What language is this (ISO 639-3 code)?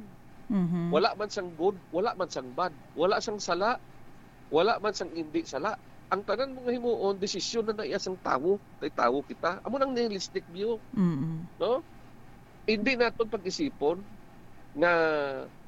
hil